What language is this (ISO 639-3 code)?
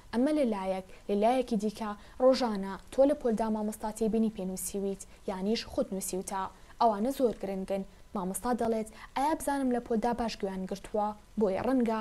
ckb